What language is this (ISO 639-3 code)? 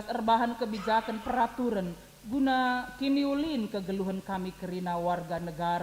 btx